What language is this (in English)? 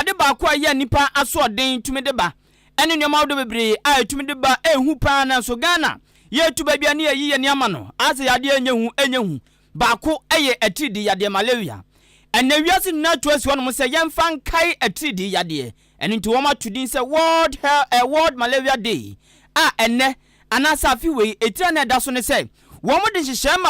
Akan